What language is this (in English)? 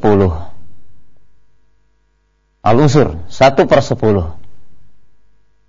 Indonesian